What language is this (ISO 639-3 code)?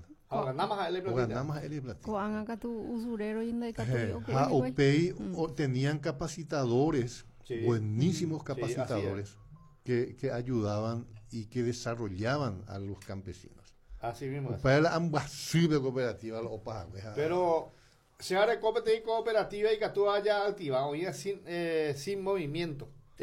grn